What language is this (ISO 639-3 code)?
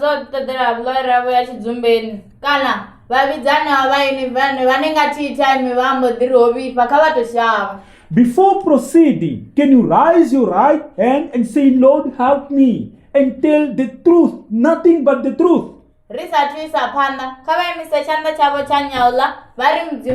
ven